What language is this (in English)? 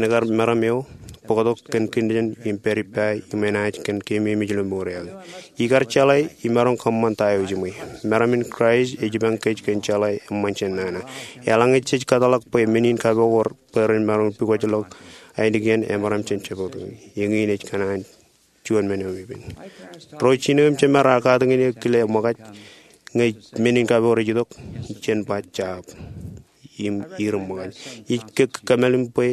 Marshallese